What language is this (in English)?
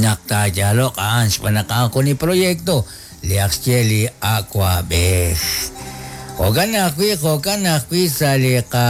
Kekchí